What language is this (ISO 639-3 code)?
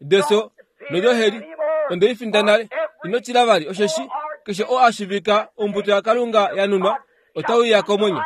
kua